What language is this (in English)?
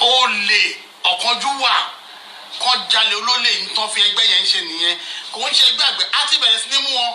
Yoruba